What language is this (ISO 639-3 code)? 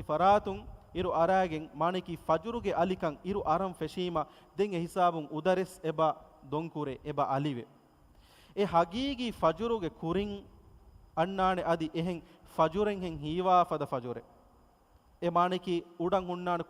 div